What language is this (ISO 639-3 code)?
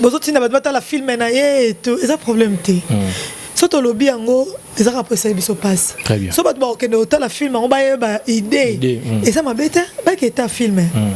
lin